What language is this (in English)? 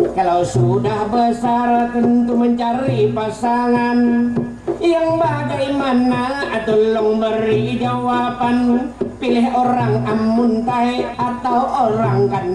Banjar